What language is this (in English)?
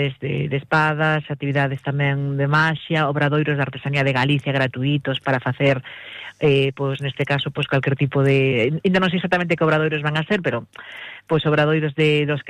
Galician